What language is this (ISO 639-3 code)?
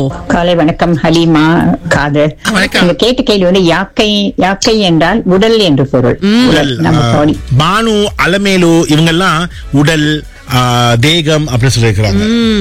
tam